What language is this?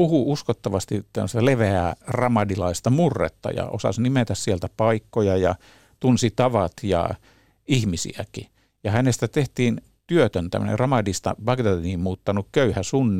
Finnish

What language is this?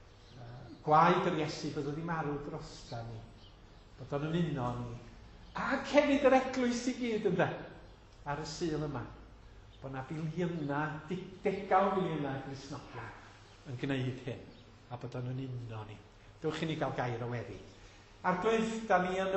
Welsh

